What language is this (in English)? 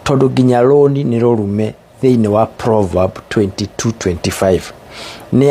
Kikuyu